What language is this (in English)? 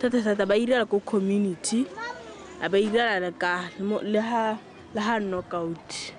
Tswana